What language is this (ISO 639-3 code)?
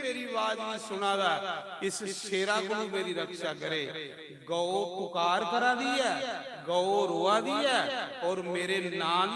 doi